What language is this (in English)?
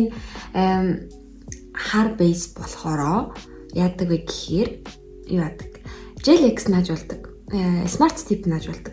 Mongolian